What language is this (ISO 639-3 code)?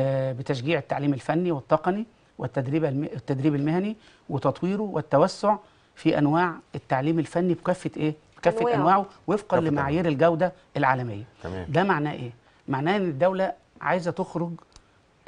arz